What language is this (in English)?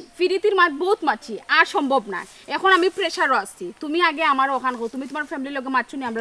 Sylheti